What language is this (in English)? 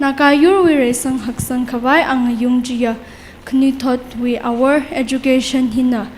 Tangkhul Naga (India)